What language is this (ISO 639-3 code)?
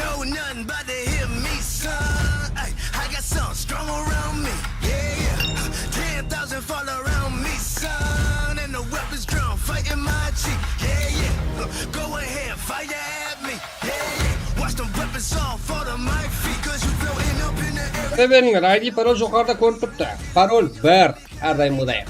kaa